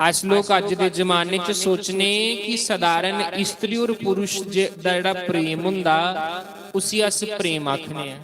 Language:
Dogri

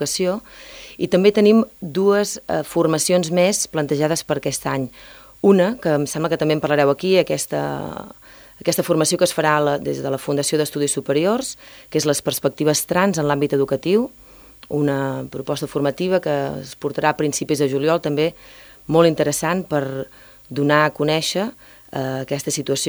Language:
Catalan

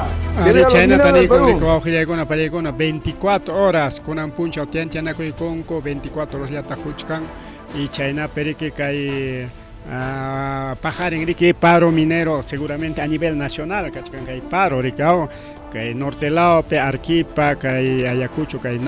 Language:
Ayacucho Quechua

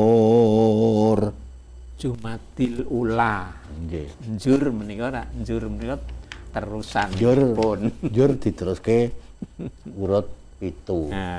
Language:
Javanese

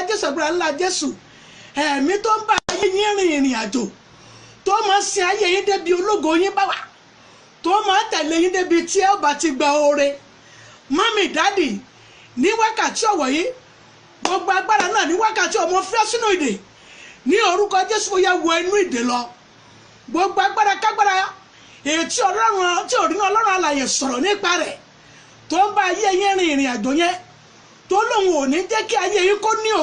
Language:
Yoruba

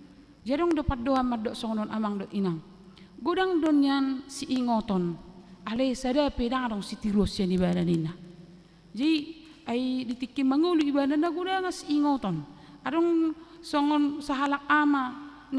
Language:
Batak Toba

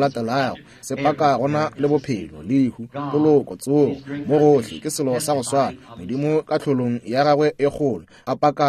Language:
Northern Sotho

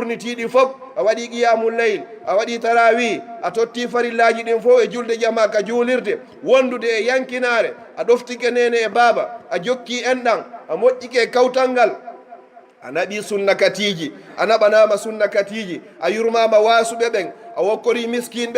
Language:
Pular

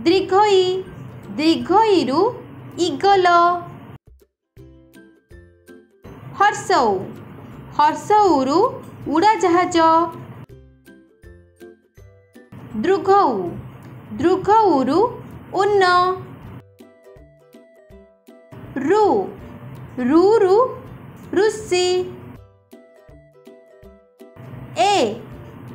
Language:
Odia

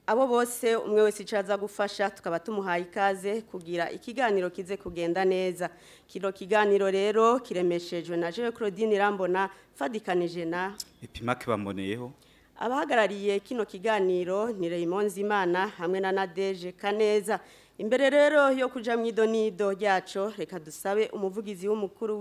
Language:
Rundi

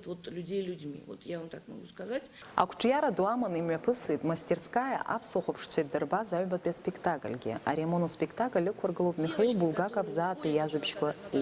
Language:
Abkhazian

